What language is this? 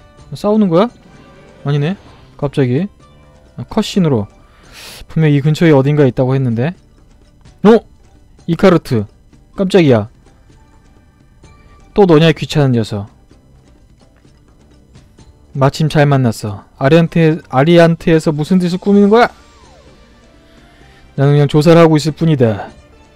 Korean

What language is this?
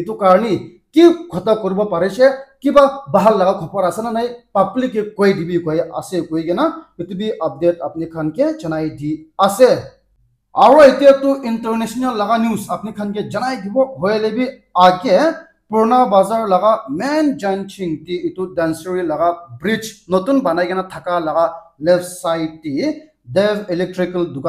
Naga Pidgin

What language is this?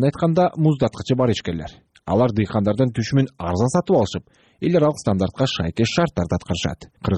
Kyrgyz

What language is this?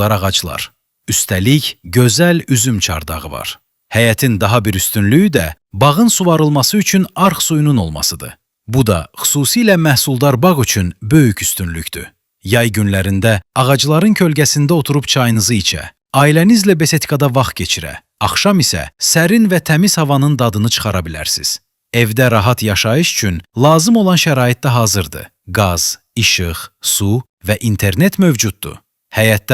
Azerbaijani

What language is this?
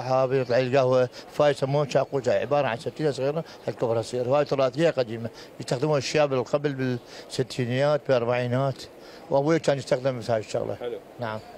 Mesopotamian Arabic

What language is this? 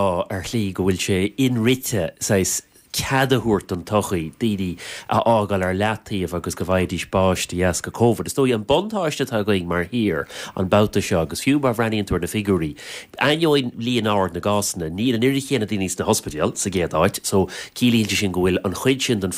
Irish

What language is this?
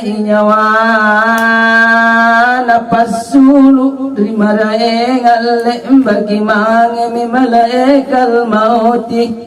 Makasar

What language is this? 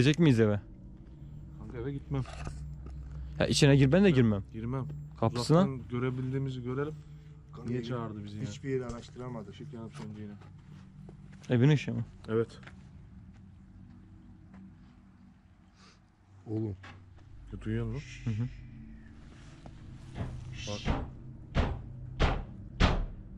Turkish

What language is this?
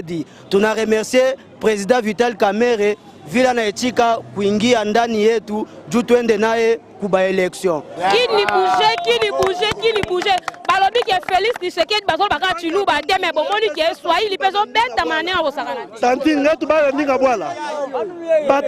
Lingala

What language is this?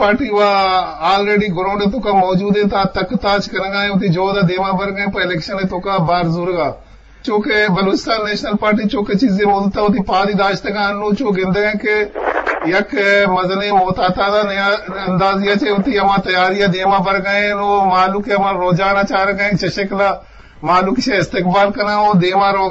Eastern Balochi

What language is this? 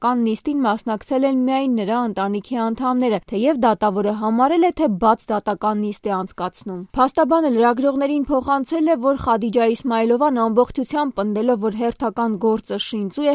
Armenian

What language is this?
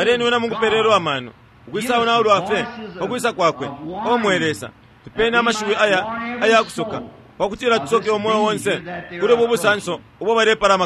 Bemba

